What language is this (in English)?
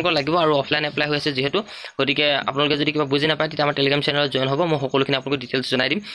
Assamese